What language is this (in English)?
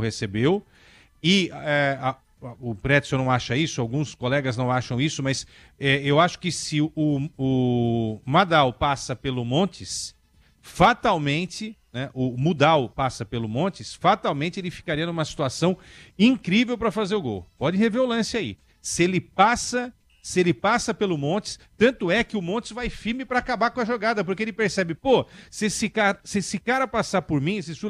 Portuguese